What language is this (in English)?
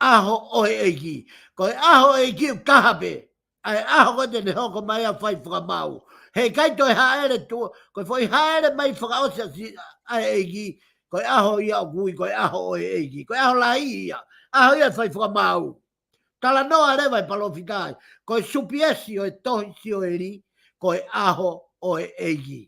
Tongan